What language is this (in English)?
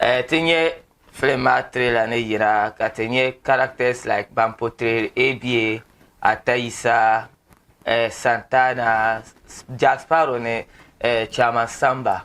Dagbani